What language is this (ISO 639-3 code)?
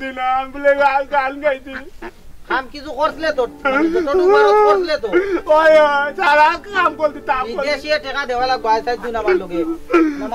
syl